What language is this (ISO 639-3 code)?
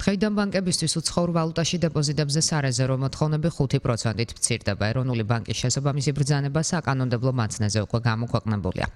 kat